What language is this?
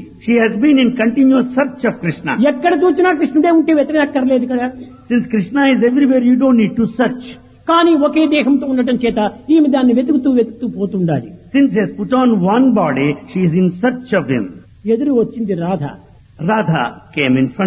Telugu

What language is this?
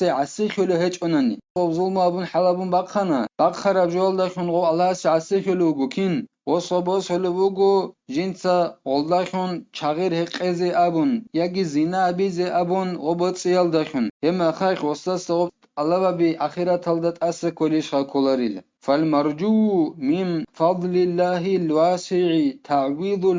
Avaric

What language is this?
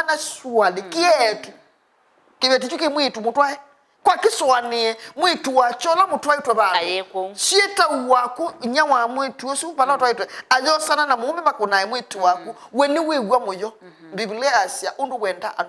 Kamba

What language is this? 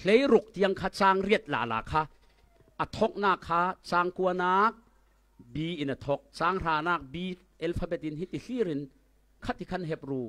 Falam Chin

